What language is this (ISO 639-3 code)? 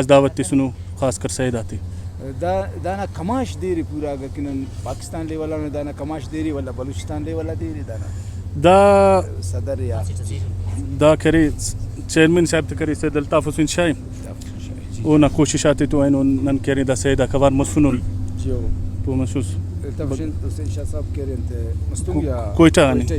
brh